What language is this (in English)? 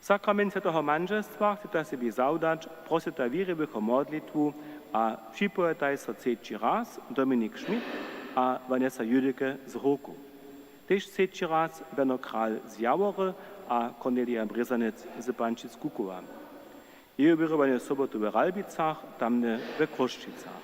Upper Sorbian